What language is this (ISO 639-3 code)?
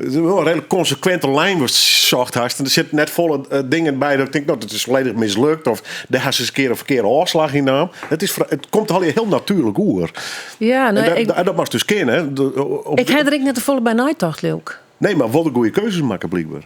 fry